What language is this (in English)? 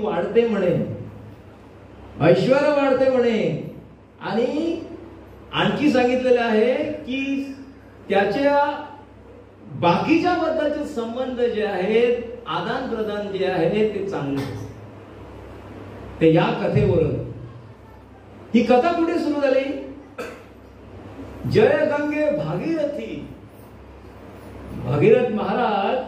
Marathi